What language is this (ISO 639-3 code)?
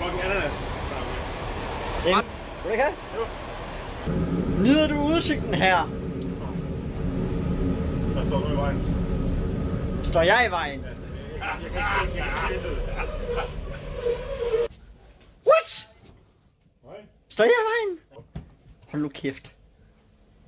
dan